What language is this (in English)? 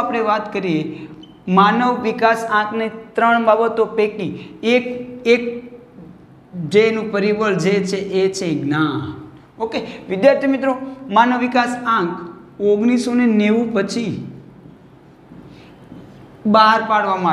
Gujarati